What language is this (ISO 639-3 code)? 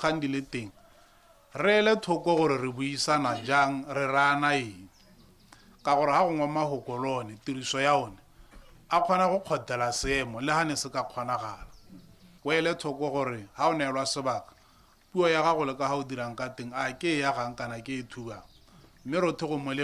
tsn